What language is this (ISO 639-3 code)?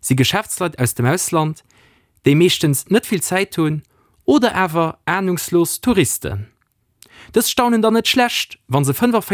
ltz